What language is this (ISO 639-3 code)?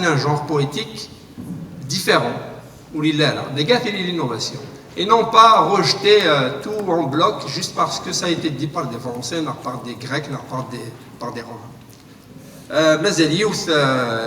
kab